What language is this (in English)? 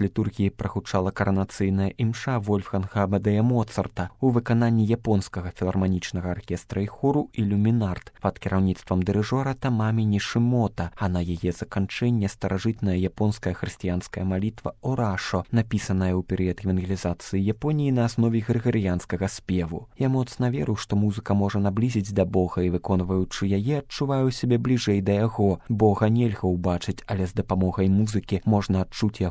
Belarusian